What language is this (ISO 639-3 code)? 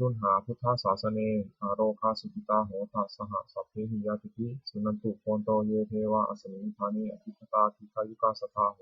pli